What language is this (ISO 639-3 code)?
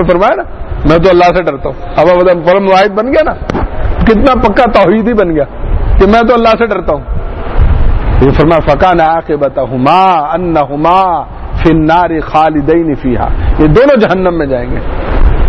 urd